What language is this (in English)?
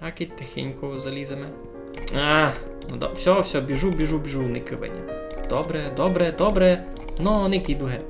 Rusyn